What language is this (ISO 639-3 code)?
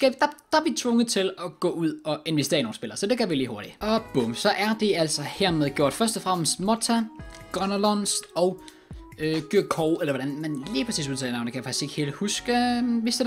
dan